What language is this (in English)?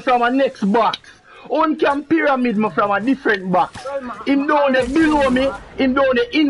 Jamaican Creole English